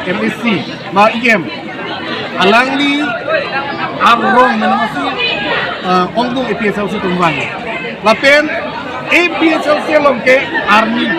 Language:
Karbi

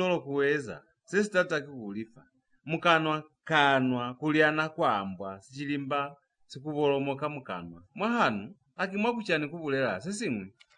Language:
Lozi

